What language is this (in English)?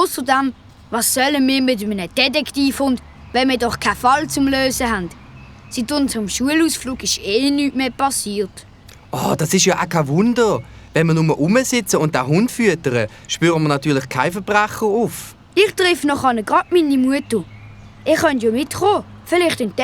Swiss German